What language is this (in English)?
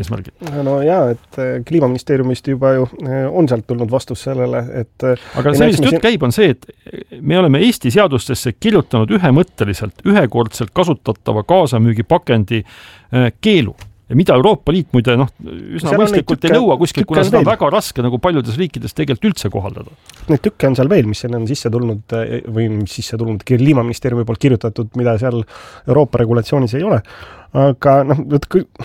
Estonian